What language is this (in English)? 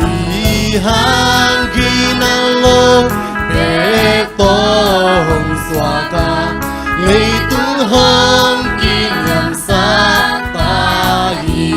Tedim Chin